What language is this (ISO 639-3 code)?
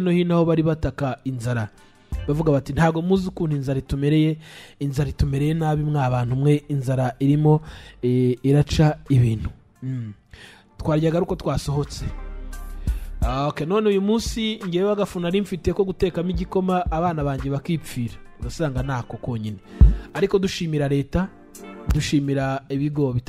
kin